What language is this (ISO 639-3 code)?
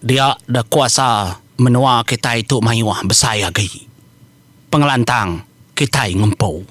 iba